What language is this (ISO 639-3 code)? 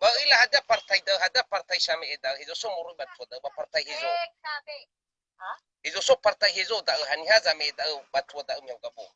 nia